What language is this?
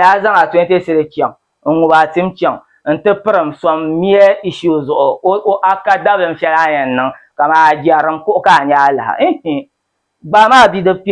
Dagbani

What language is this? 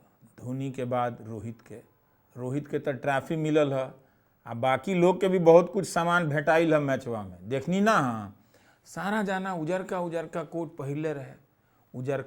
Bhojpuri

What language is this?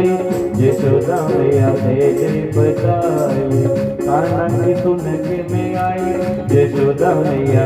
Dogri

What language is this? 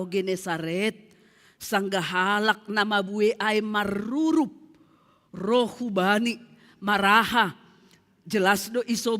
Batak Simalungun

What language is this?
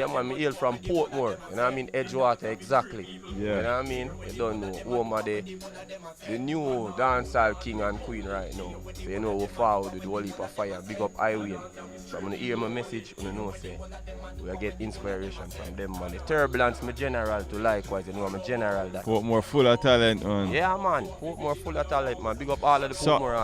Jamaican Creole English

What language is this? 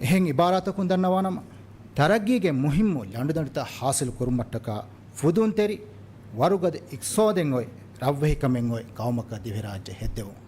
Divehi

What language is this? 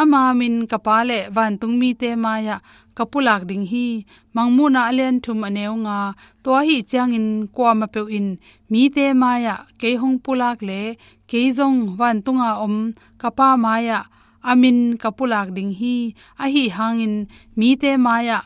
Tedim Chin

